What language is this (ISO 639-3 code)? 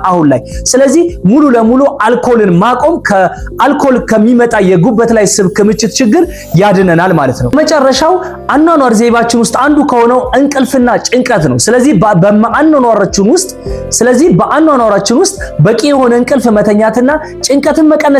amh